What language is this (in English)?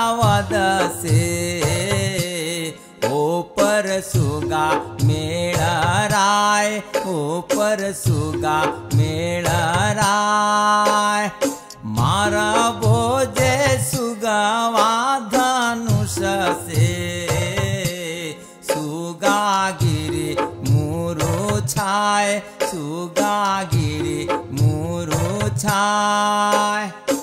Bhojpuri